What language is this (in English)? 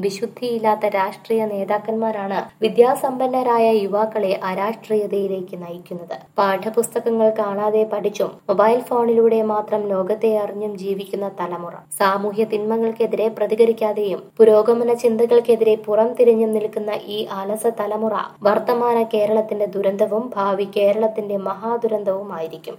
Malayalam